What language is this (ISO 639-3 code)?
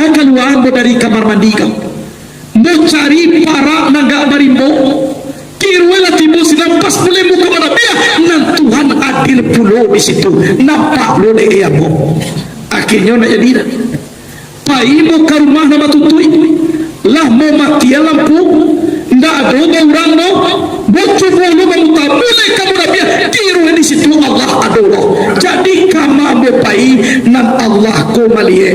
min